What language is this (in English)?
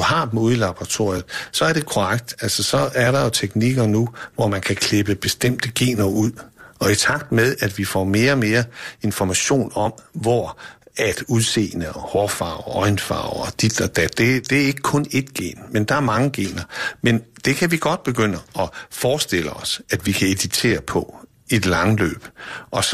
Danish